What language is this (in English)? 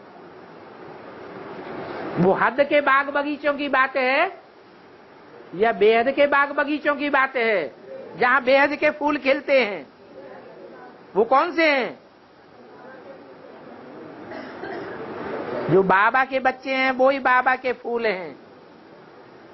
Hindi